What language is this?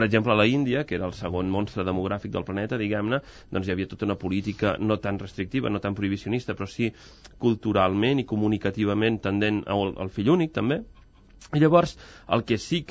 Catalan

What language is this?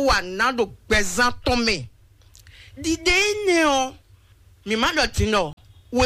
Fon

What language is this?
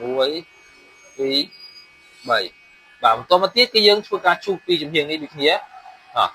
Khmer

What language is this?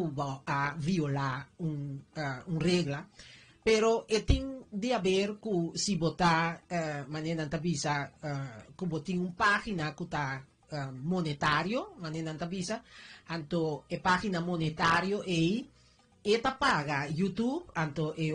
Papiamento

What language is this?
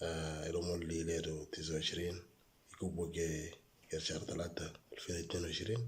Moro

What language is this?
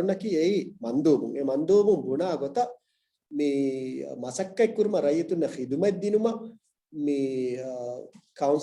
Divehi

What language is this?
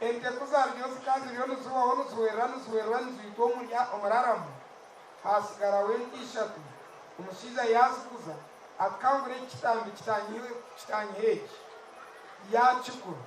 Nyankole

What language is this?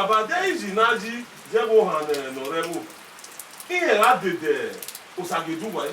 Bini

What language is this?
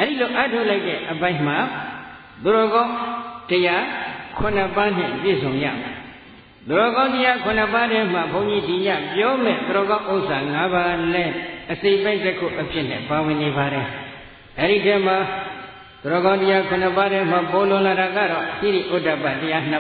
Burmese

